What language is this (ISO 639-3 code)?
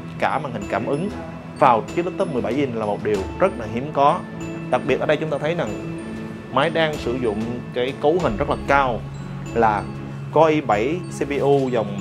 vie